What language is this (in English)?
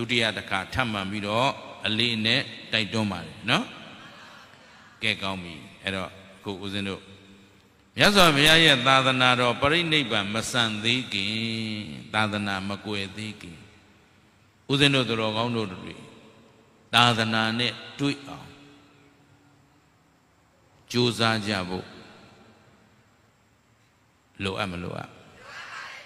Burmese